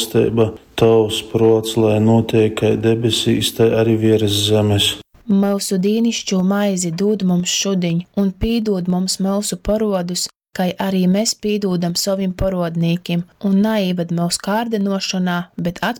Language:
Latgalian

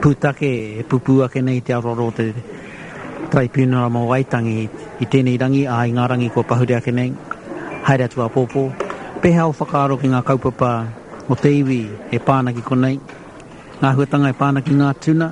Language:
Māori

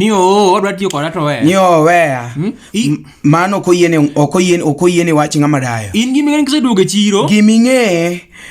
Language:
Luo (Kenya and Tanzania)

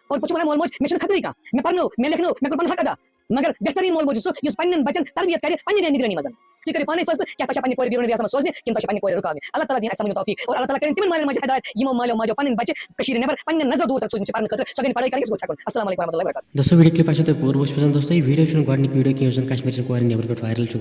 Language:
Kashmiri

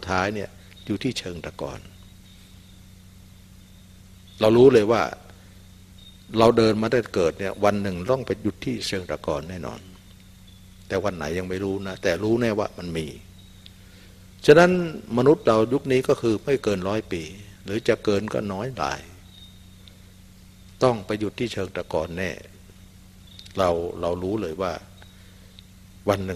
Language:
Thai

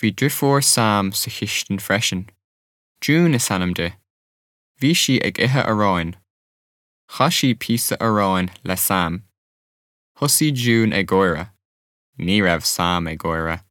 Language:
Irish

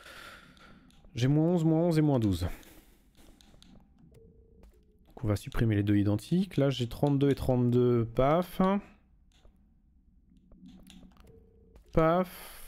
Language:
French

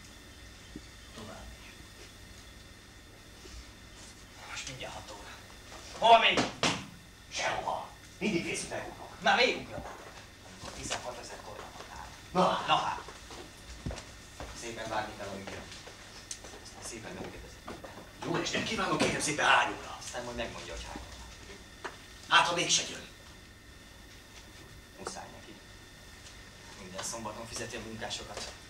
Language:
Hungarian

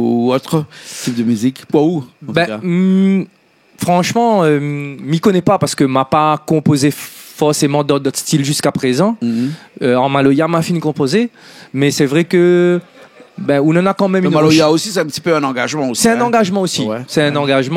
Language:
Réunion Creole French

